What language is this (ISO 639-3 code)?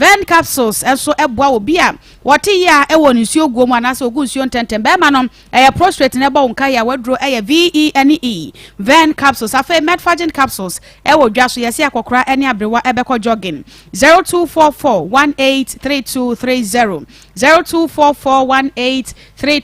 aka